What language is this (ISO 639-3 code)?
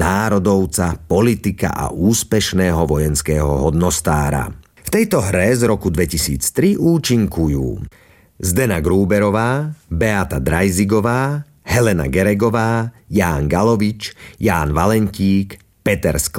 slk